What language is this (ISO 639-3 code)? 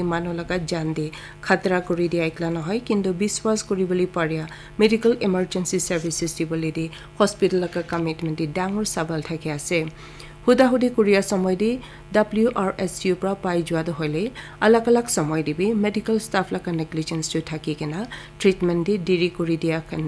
nag